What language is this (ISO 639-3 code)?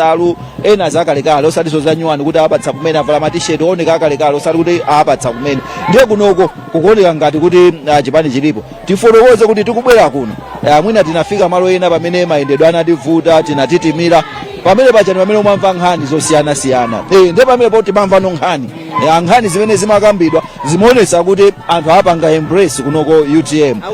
nya